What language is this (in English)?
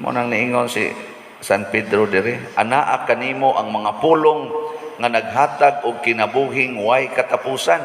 Cebuano